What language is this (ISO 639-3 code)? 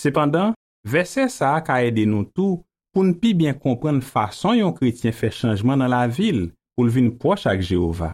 hat